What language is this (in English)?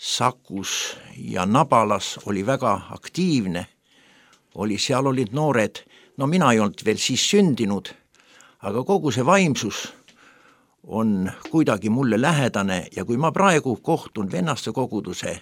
Estonian